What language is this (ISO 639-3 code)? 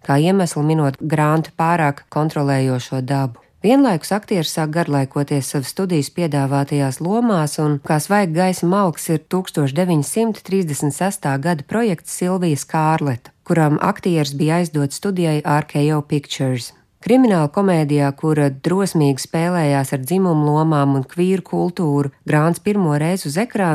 lav